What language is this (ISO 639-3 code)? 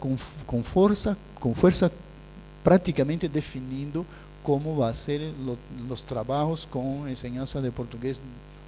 spa